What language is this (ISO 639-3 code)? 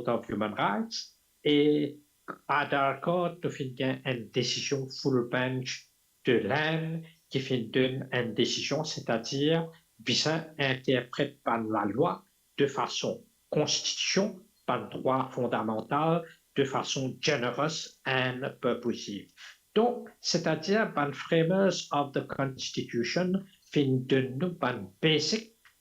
mfe